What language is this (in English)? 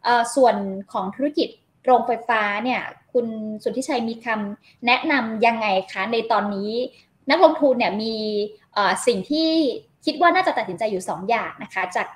Thai